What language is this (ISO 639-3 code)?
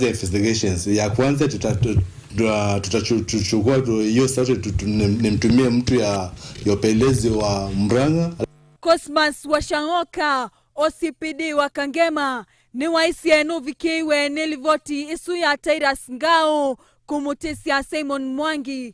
kam